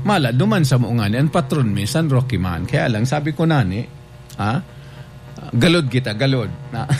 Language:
Bikol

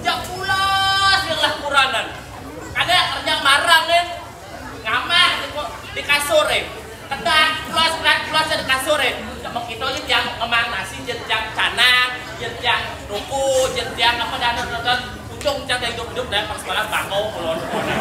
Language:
Balinese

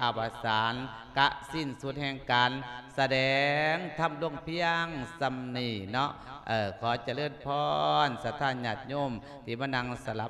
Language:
Lao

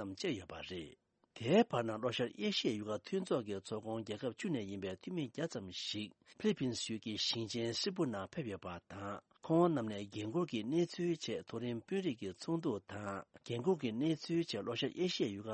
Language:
Tibetan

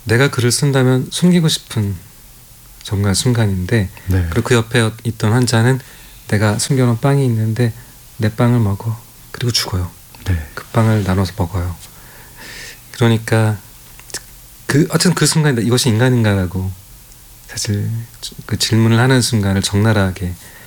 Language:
Korean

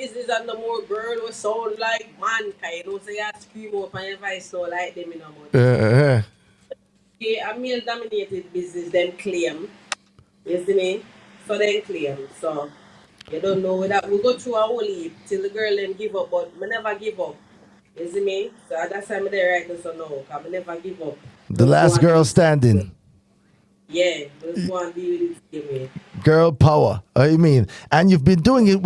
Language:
Jamaican Creole English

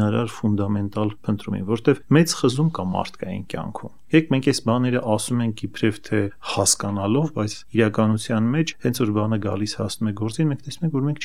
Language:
Armenian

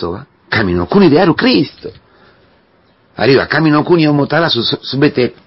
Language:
Japanese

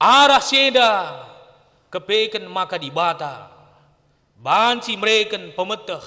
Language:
Batak Karo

